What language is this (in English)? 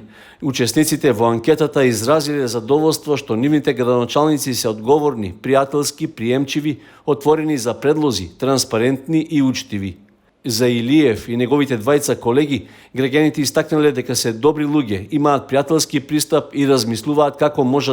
Macedonian